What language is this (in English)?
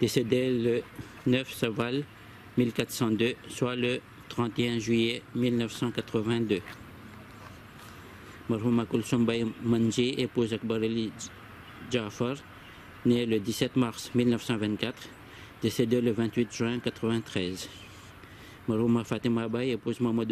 French